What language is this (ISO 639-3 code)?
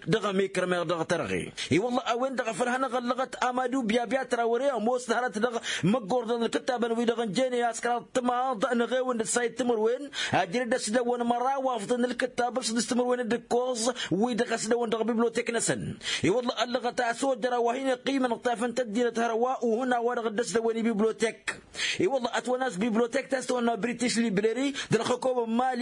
taq